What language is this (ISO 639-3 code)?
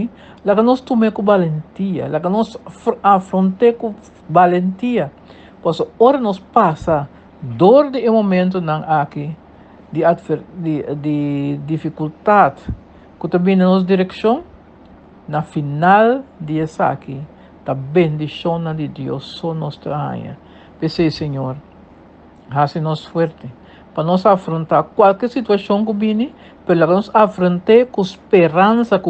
pap